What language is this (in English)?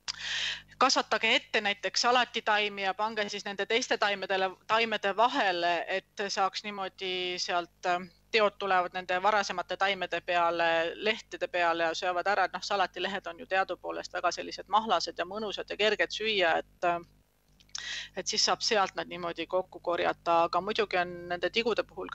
Estonian